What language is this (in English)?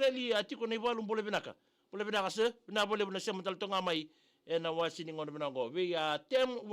Fijian